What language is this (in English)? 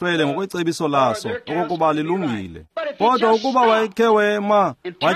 Xhosa